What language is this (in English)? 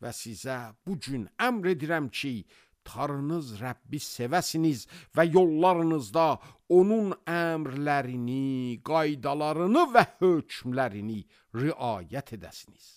Azerbaijani